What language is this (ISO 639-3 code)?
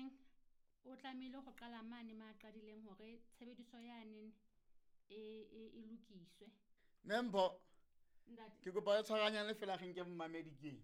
sot